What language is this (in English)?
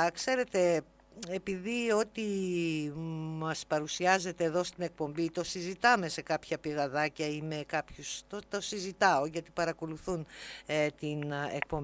Greek